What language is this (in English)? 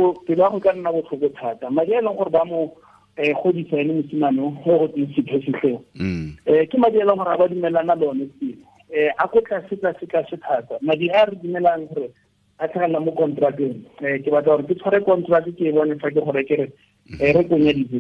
Tswana